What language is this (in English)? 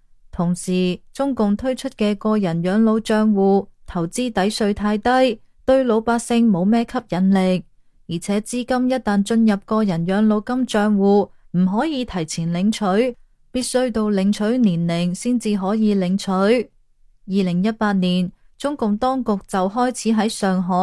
Cantonese